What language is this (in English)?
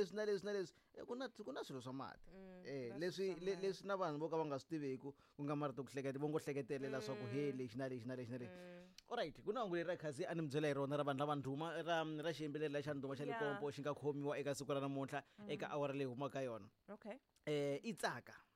Tsonga